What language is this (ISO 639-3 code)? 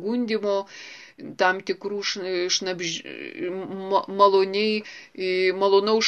lit